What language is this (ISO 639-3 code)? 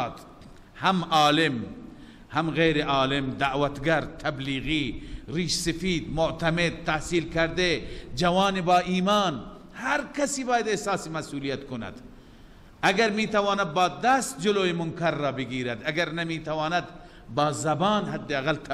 fas